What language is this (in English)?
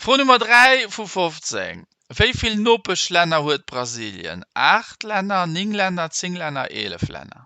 Luxembourgish